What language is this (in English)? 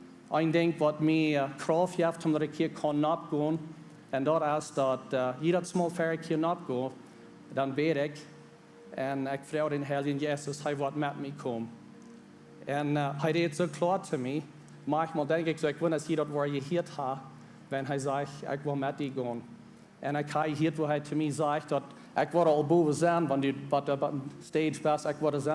Plautdietsch